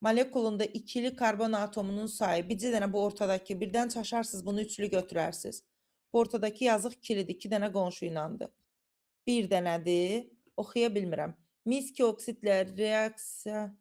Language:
Azerbaijani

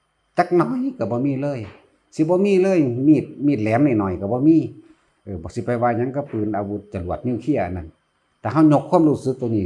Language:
Northeastern Thai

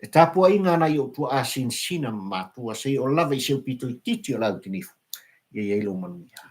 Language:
Samoan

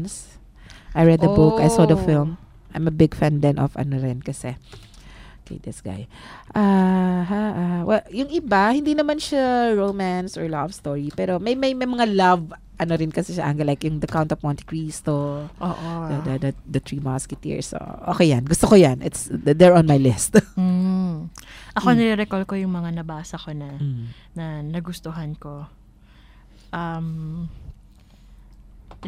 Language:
Filipino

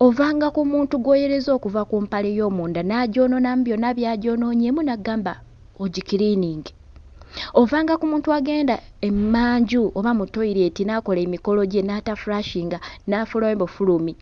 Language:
Ganda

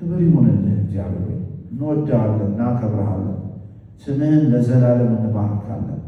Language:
Amharic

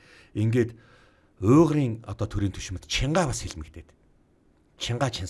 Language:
Mongolian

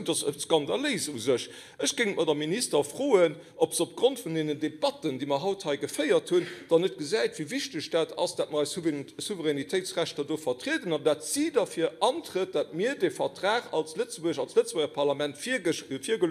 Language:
Luxembourgish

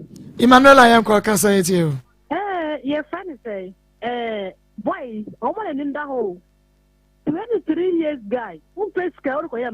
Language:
Akan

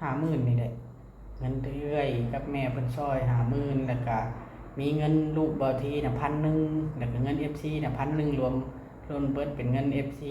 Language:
Northeastern Thai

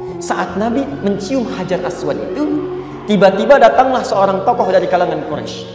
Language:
Indonesian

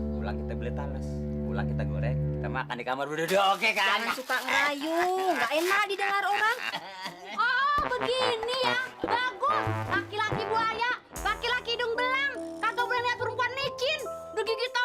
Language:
Betawi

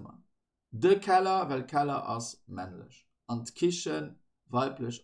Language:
Luxembourgish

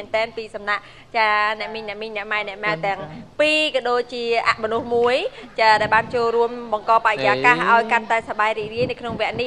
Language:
Khmer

